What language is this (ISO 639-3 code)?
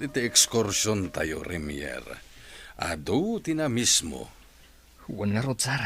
ilo